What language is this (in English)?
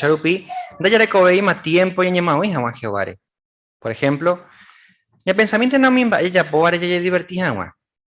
Guarani